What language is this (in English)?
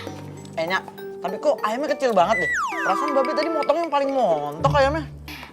Betawi